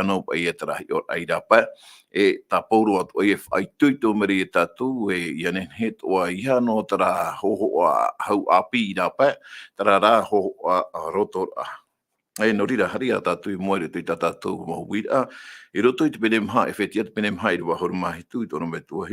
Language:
Tahitian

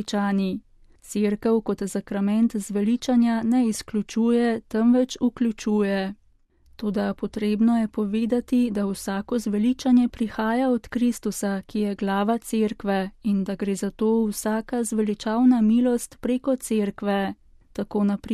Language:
Slovenian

